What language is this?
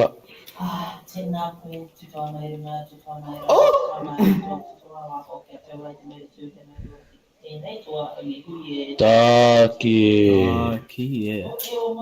Māori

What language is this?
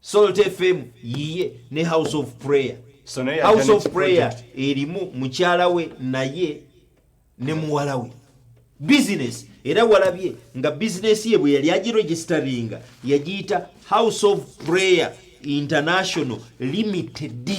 Ganda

